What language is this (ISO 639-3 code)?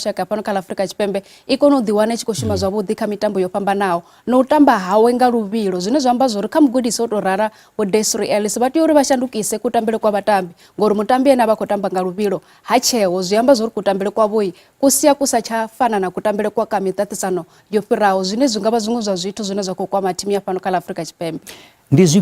ven